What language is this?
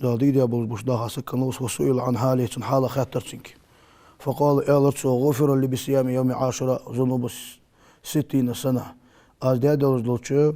Ingush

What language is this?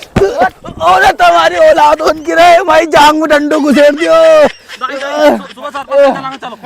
Rajasthani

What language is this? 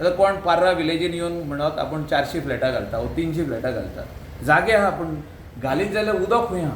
Konkani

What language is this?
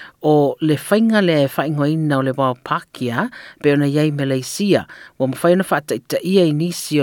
Samoan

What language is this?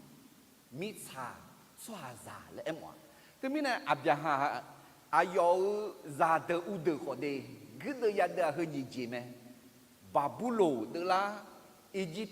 Akha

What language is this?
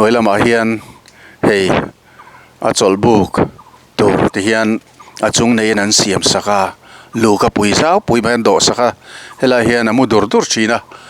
Mizo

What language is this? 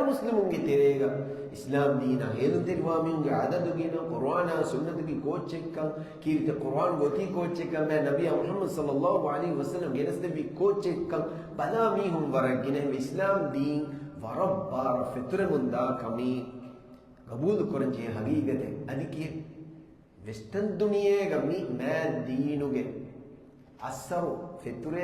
Divehi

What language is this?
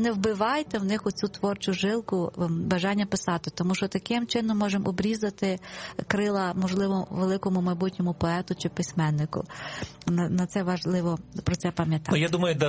Ukrainian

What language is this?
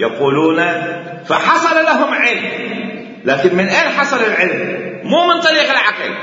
Mesopotamian Arabic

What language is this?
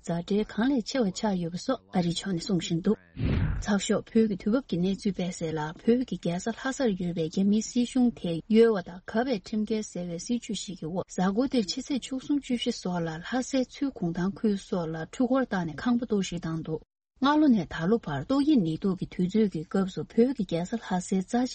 Tibetan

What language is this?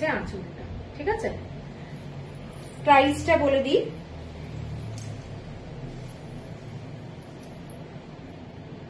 Bangla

